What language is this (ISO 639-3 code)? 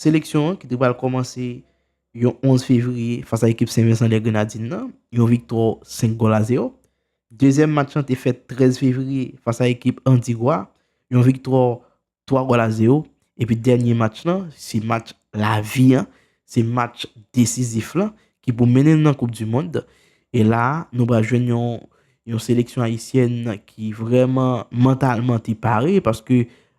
hat